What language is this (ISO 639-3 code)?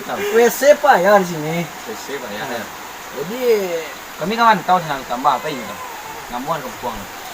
min